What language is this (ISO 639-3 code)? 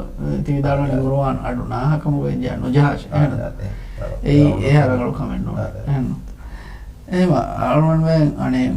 div